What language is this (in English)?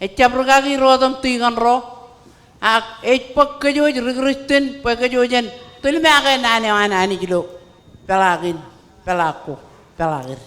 Marshallese